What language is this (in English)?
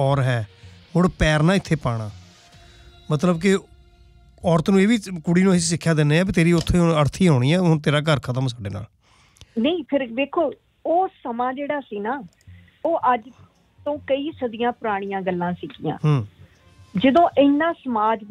Punjabi